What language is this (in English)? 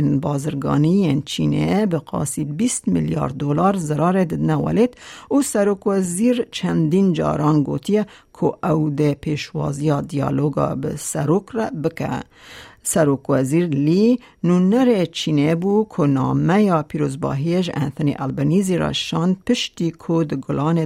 Kurdish